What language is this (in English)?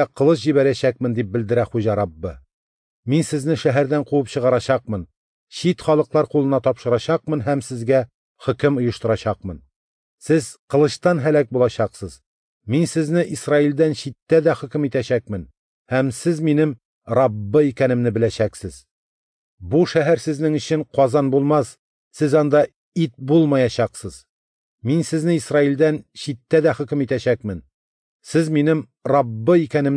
Tatar